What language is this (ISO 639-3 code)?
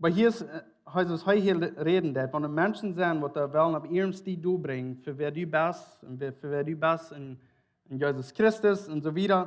pdt